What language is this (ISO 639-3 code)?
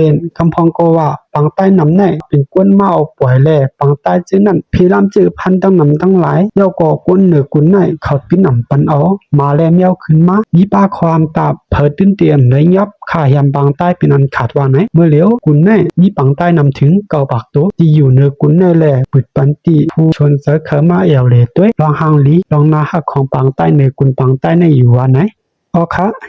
shn